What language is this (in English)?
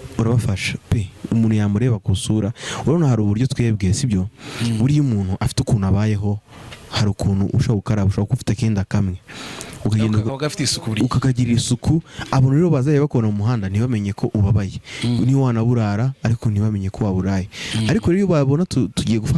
Kinyarwanda